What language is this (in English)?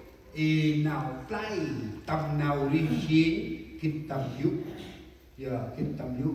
Central Mnong